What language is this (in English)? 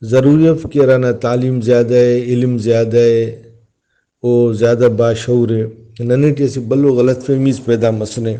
Brahui